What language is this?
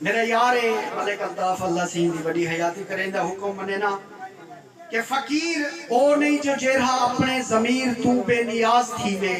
Saraiki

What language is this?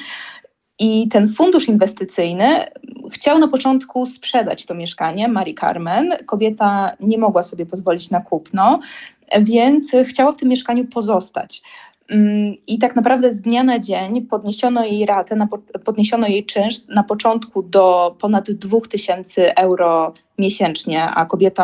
Polish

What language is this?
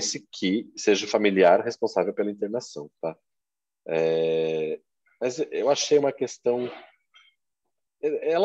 Portuguese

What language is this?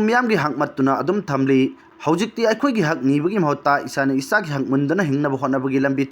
Manipuri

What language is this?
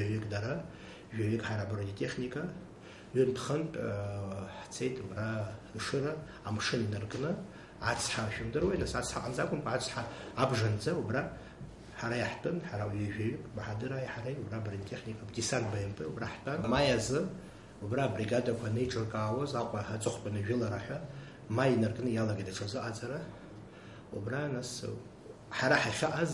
Abkhazian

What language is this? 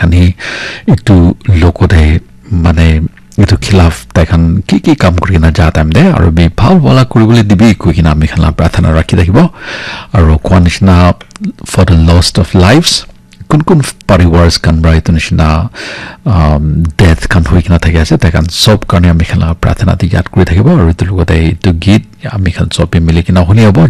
Naga Pidgin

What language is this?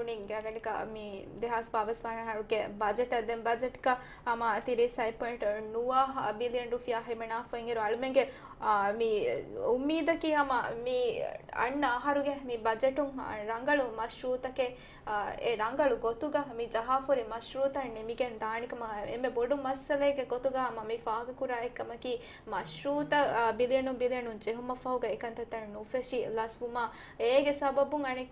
Divehi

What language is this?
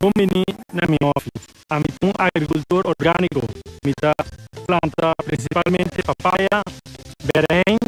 Papiamento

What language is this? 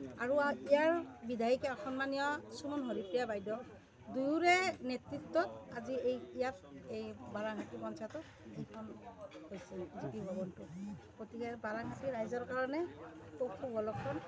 Assamese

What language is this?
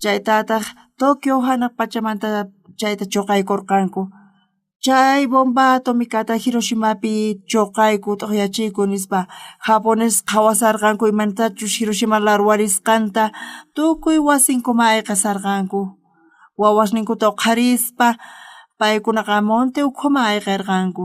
South Bolivian Quechua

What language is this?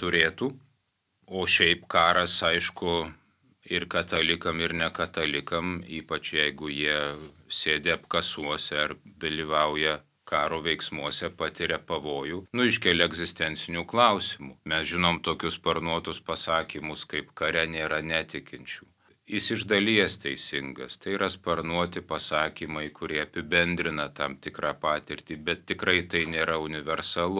Lithuanian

